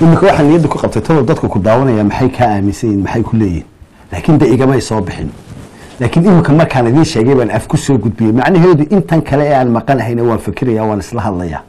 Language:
Somali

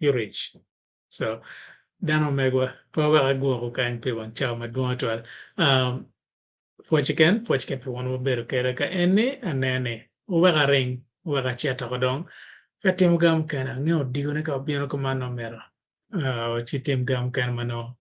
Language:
Acoli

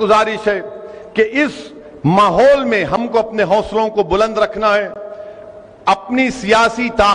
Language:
Urdu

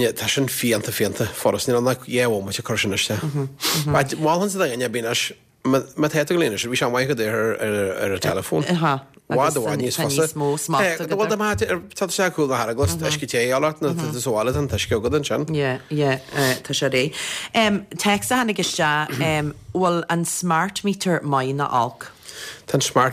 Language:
Irish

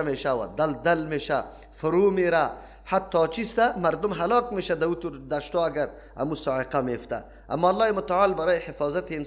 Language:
Persian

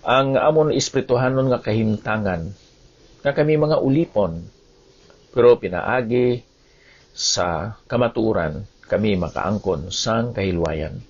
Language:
Hiligaynon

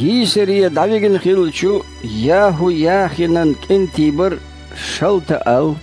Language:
Chechen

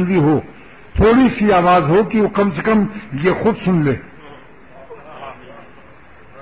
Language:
Urdu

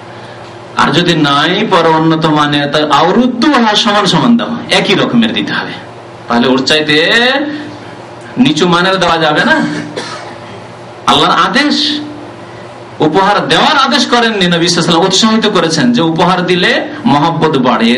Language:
Bangla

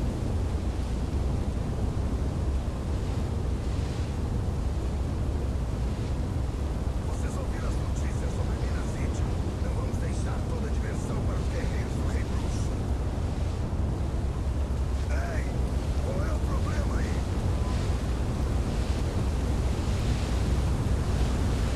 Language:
Portuguese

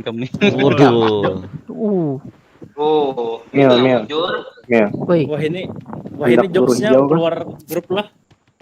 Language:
Banjar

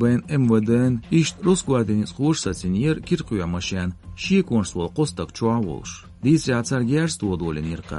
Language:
Chechen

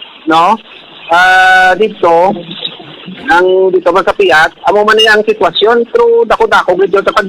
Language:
Hiligaynon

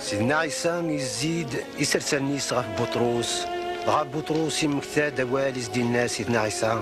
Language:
Kabyle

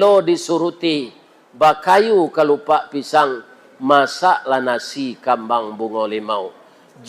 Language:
Minangkabau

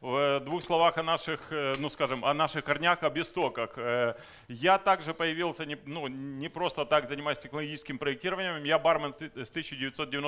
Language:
Russian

